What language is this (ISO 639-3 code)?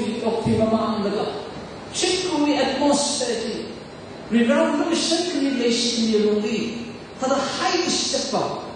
nmf